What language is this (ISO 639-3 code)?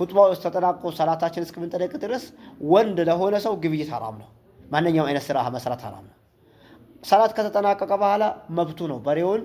amh